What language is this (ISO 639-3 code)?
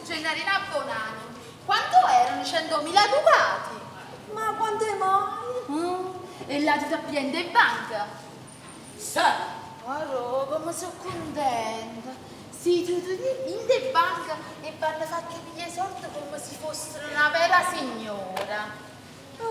nap